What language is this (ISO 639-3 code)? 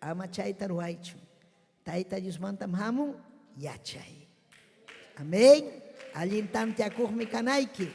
quy